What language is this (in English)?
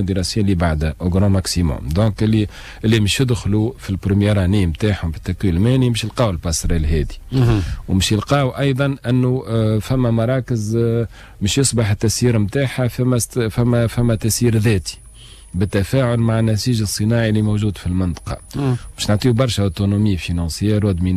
Tunisian Arabic